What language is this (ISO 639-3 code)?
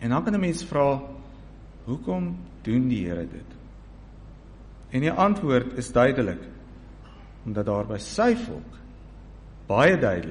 afr